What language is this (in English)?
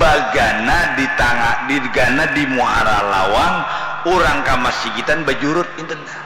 Banjar